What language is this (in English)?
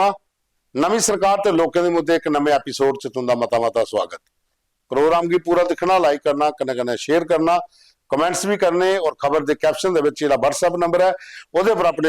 Dogri